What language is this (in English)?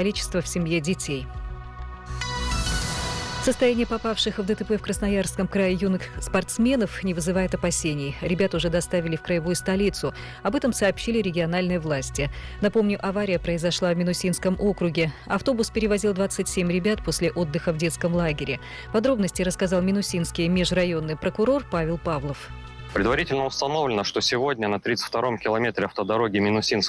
Russian